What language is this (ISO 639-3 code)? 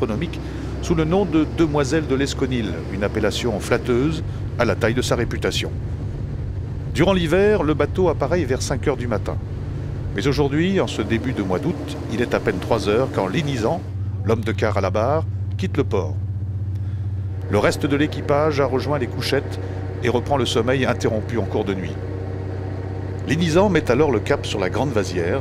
fra